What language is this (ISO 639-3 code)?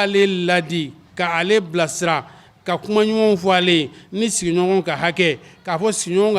bam